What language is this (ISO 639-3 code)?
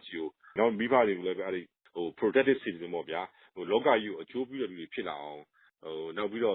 mya